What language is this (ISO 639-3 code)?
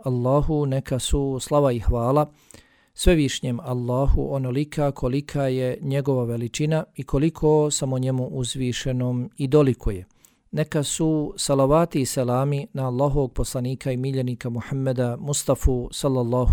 bos